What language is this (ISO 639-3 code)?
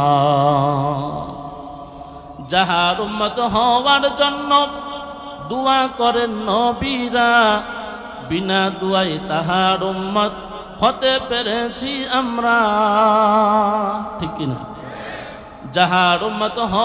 ben